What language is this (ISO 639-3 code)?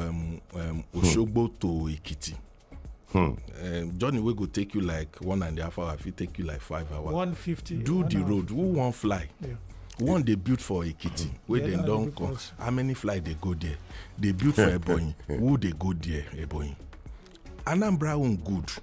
pcm